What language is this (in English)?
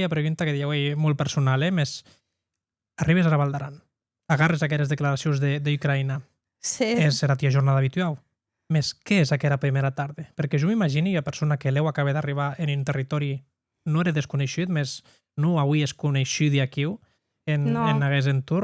Occitan